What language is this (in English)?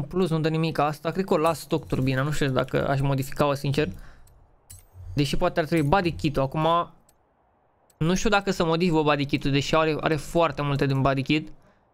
Romanian